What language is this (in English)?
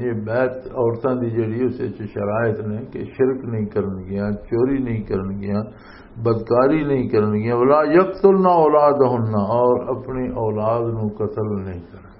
Western Panjabi